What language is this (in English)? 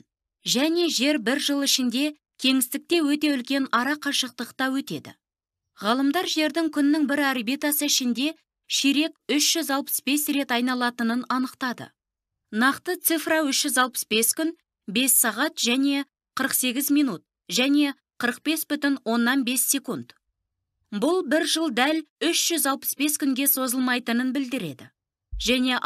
Kazakh